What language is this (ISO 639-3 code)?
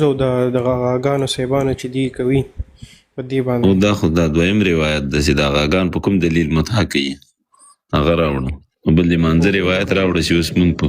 pus